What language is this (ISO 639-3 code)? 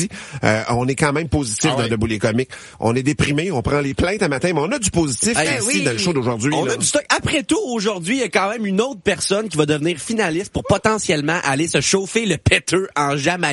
fra